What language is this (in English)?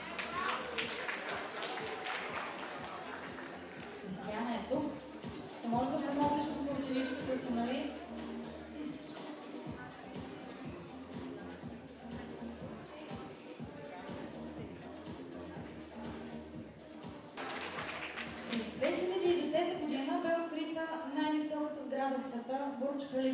Bulgarian